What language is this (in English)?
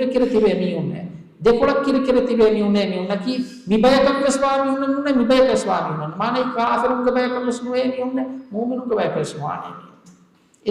Divehi